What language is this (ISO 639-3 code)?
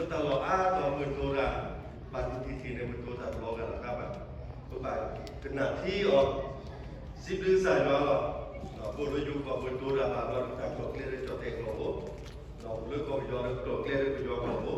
ksw